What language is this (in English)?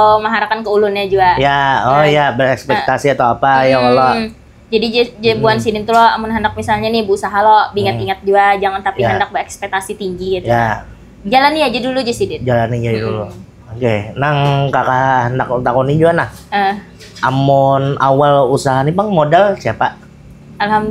Banjar